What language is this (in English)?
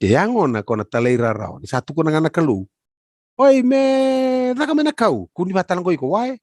Fijian